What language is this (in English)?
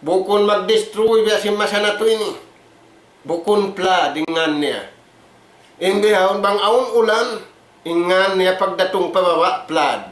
Tausug